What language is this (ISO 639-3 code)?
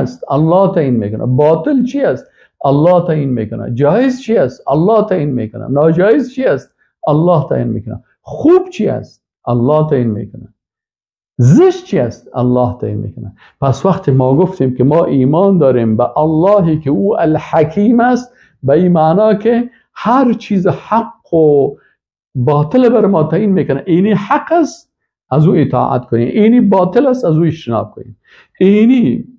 fas